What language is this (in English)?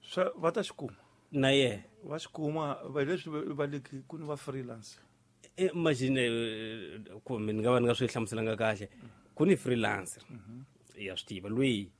Tsonga